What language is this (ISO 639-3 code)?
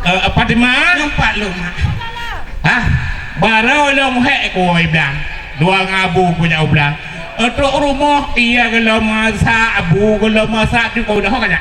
ace